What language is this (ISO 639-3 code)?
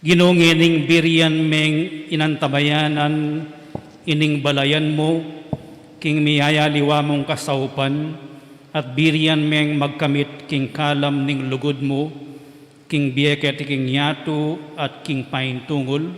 pam